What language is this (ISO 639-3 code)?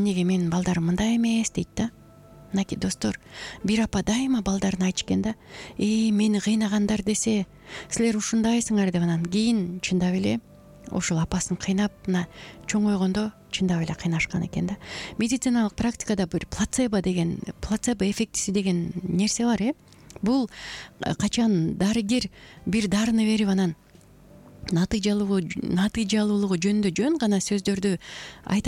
kir